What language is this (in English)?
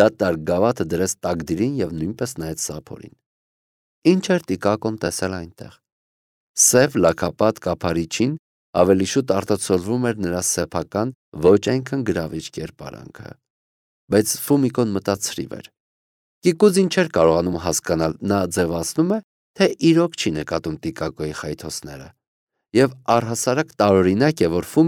Armenian